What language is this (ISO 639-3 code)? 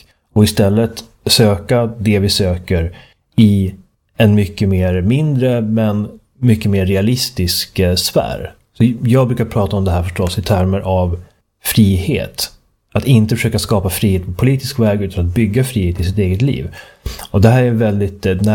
swe